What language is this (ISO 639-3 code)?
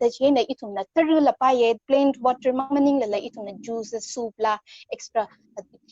nmf